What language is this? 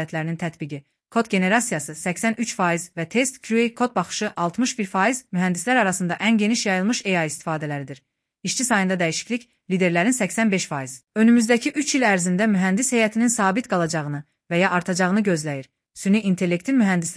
Azerbaijani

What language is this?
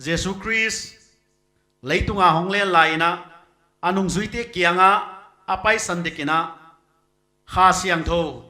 Paite Chin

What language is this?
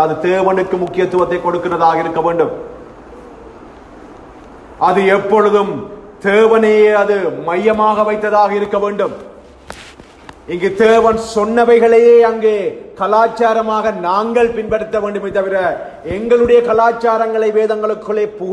Tamil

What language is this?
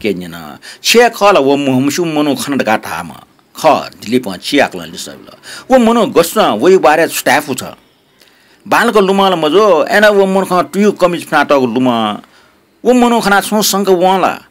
Newari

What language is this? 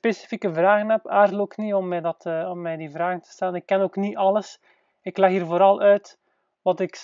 Dutch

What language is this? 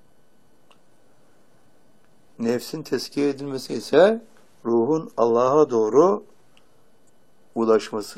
Turkish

